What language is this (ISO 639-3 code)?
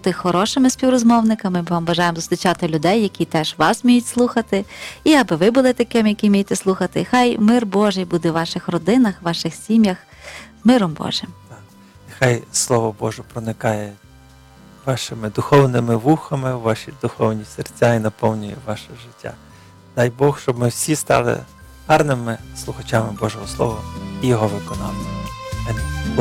ukr